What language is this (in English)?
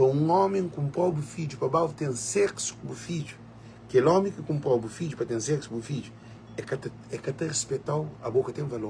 Kabuverdianu